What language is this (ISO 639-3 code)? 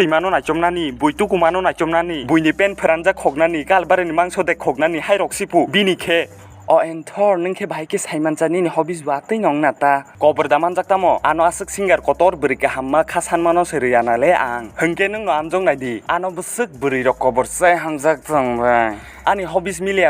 trp